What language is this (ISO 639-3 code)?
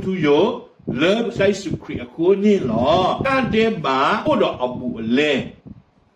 ksw